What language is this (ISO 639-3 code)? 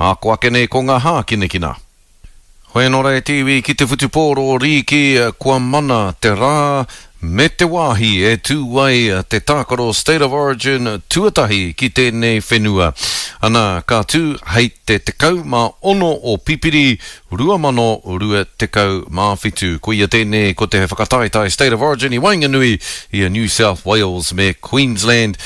mri